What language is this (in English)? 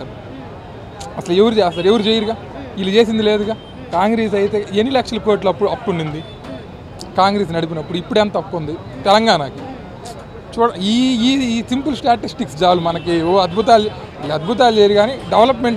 Telugu